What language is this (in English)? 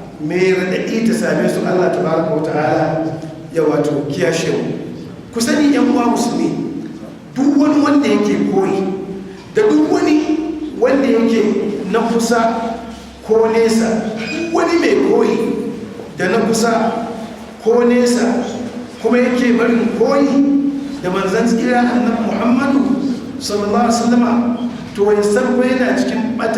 Hausa